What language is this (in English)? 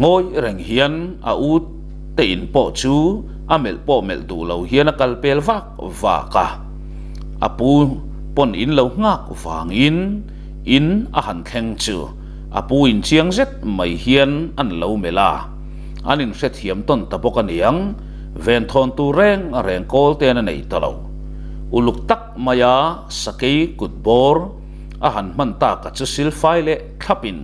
Mizo